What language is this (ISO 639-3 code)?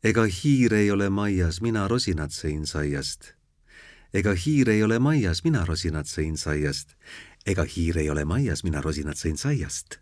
est